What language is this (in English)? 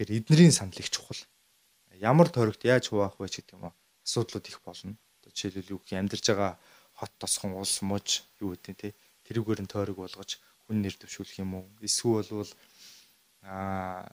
Mongolian